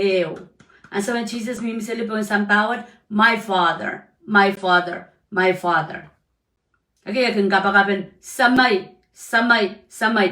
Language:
Pohnpeian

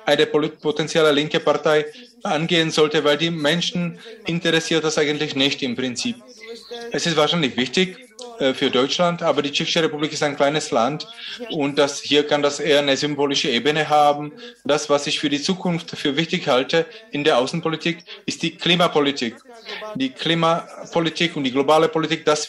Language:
German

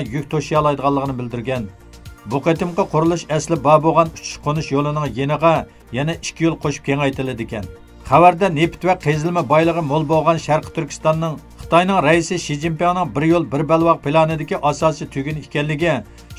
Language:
Uyghur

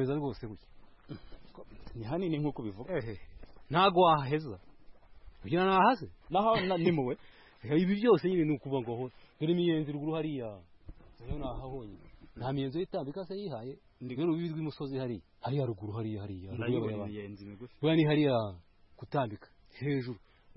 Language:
Kinyarwanda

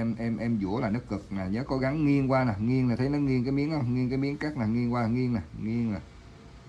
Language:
Vietnamese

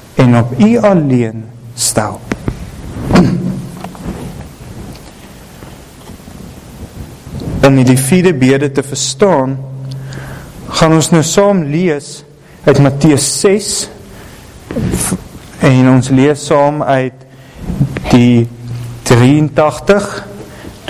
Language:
Afrikaans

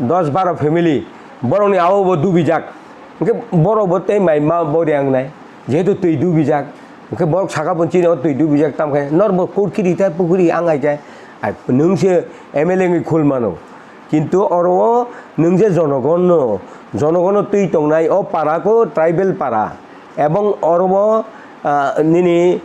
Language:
Kok Borok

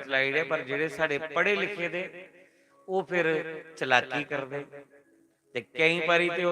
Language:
Dogri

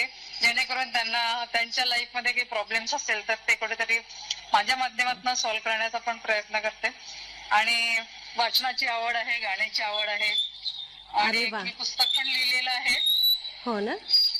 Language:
Marathi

